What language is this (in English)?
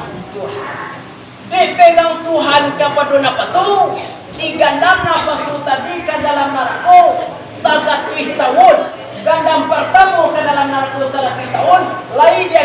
Minangkabau